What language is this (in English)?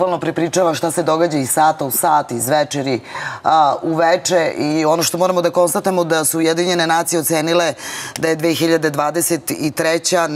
Serbian